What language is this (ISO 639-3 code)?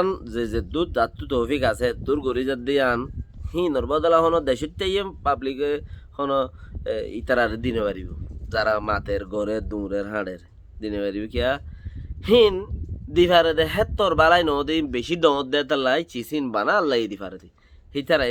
rhg